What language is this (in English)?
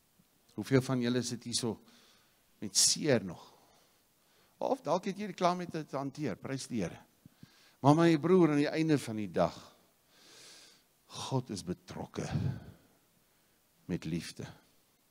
Afrikaans